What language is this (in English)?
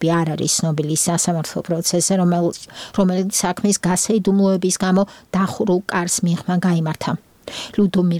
Georgian